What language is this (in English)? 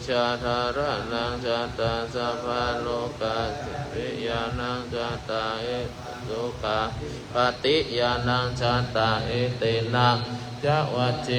Pali